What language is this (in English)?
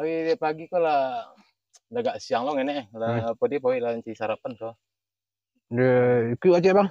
Minangkabau